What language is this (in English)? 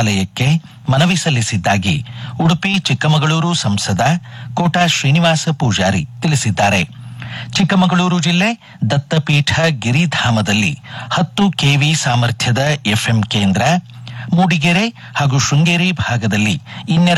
Kannada